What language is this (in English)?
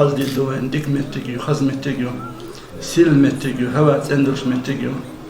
Chechen